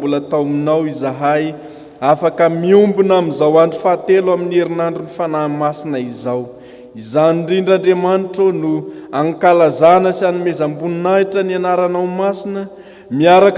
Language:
Malagasy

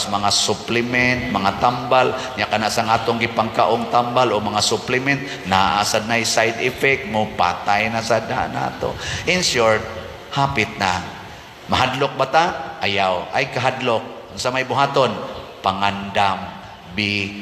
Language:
Cebuano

